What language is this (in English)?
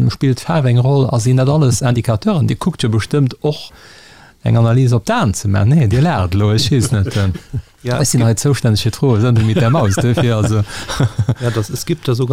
Luxembourgish